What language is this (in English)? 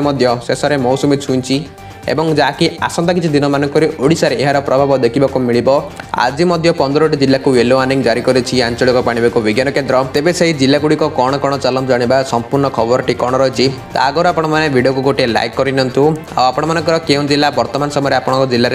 Odia